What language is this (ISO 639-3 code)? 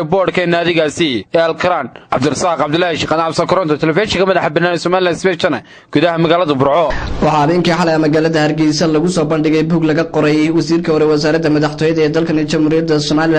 som